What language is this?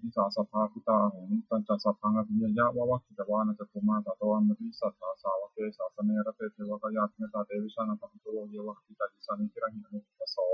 Pali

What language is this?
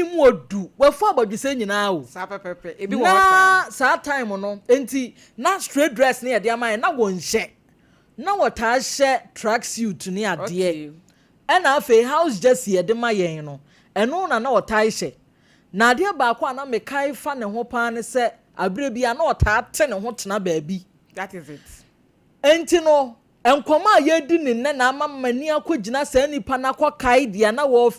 Akan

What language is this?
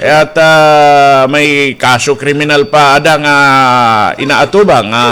Waray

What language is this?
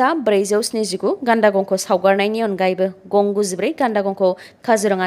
Bodo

